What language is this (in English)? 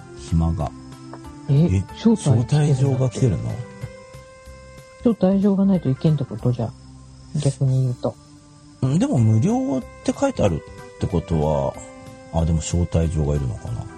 Japanese